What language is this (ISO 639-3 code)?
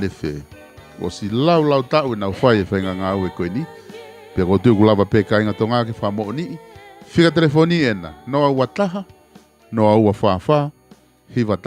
ton